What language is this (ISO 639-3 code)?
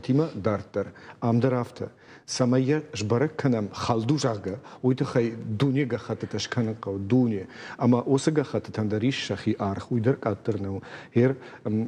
oss